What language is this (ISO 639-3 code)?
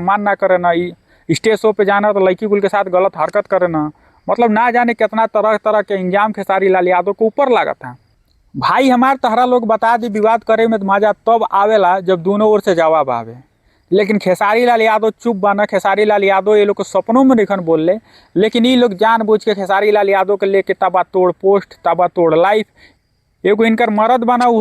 bho